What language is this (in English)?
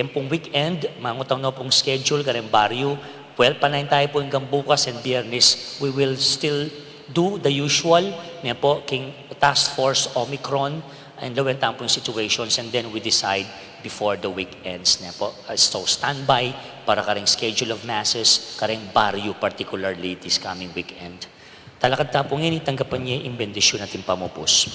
Pampanga